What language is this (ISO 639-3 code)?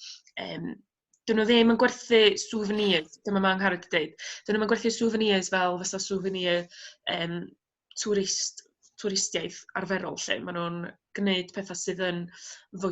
cym